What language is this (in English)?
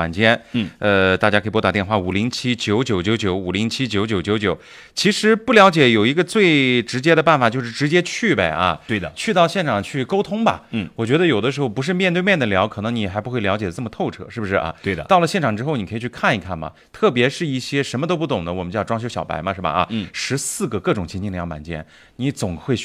Chinese